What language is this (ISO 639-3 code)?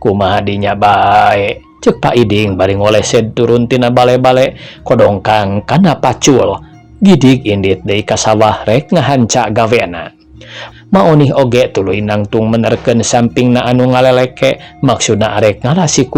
sun